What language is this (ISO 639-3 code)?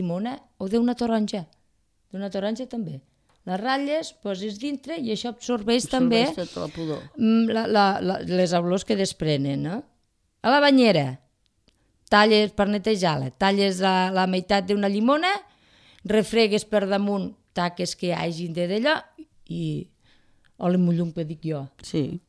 cat